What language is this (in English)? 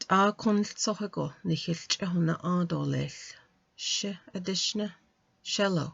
Navajo